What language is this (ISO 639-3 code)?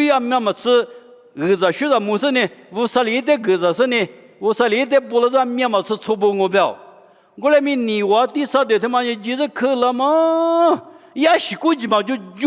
lis